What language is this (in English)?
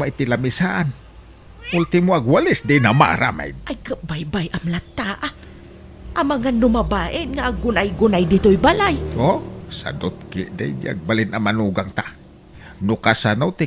Iloko